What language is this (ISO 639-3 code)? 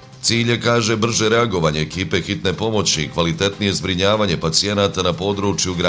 bos